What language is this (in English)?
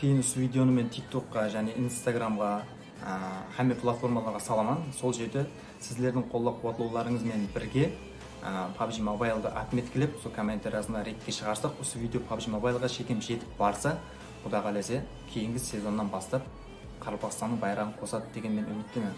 Kara-Kalpak